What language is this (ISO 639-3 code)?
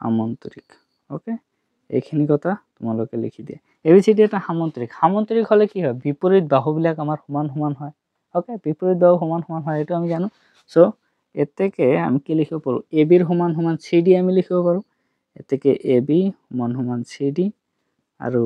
asm